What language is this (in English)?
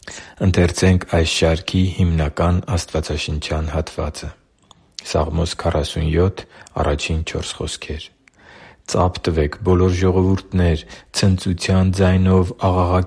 Armenian